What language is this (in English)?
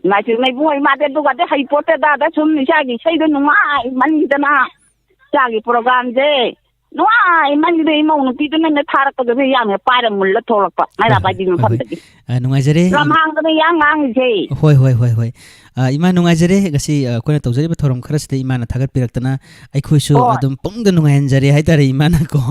Manipuri